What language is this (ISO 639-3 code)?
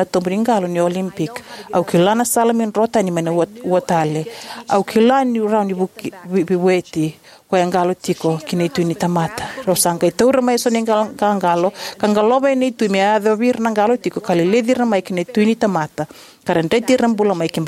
fij